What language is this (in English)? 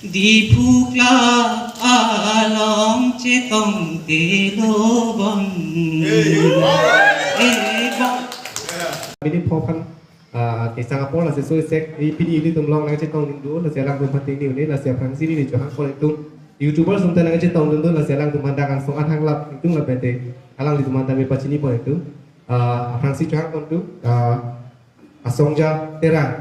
Karbi